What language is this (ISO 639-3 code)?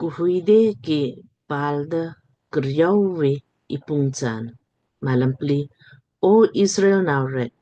lmk